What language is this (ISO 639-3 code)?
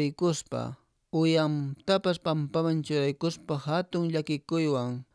que